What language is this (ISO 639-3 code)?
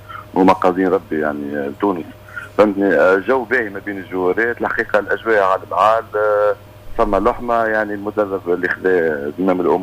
aeb